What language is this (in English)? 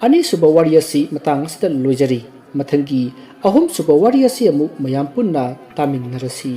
Manipuri